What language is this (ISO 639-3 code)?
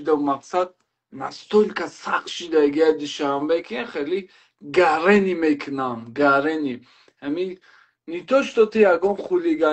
tgk